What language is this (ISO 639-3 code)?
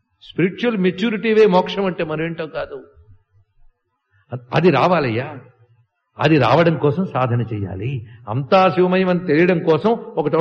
tel